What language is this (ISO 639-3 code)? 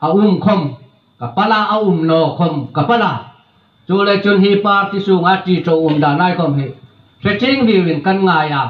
hmr